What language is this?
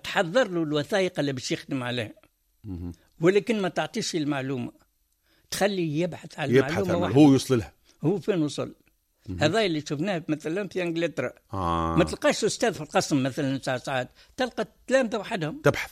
Tunisian Arabic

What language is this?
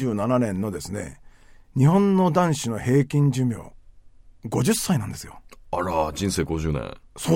Japanese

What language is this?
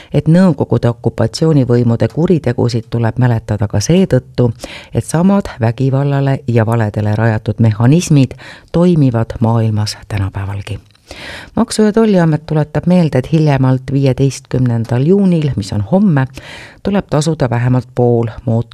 Estonian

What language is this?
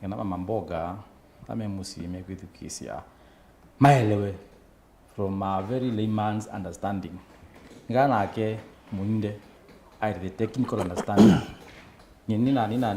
Kamba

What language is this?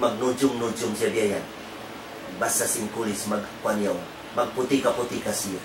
Tausug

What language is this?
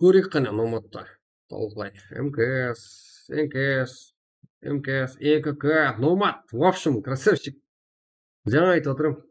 Kara-Kalpak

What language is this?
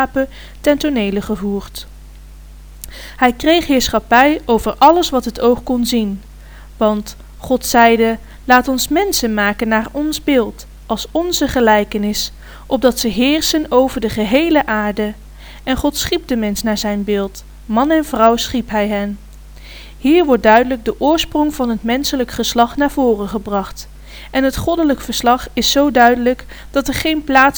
Dutch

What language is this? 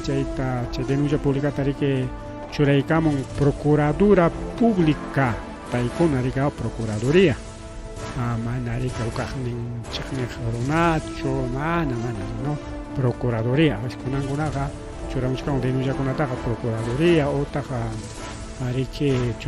Ayacucho Quechua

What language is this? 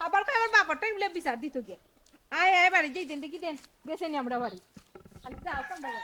Sylheti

